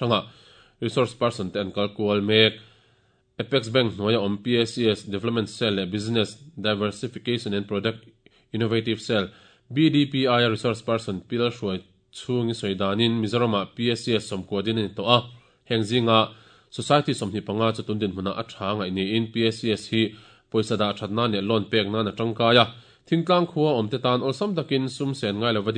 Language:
Mizo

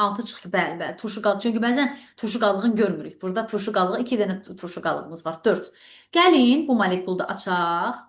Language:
Azerbaijani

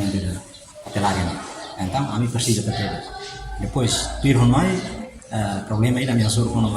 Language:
Tetum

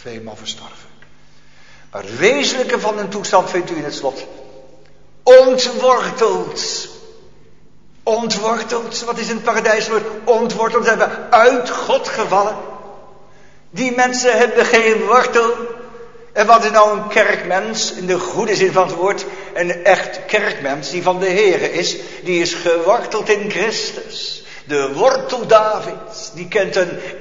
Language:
Dutch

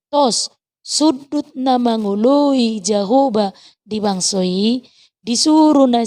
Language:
Batak Toba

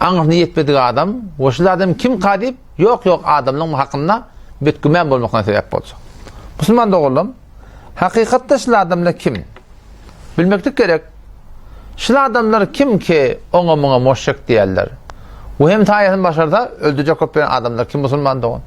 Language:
Turkmen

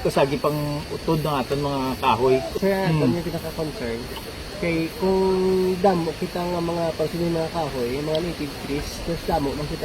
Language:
Hiligaynon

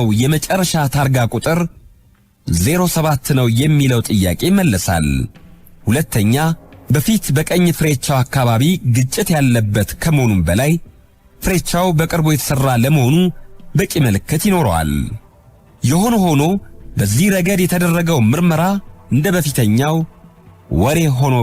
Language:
Amharic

